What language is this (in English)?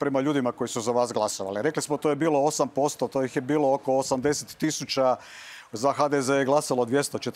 Croatian